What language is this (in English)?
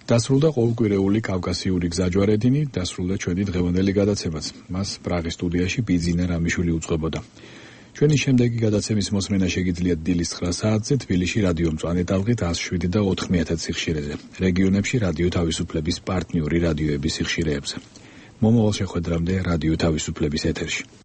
Georgian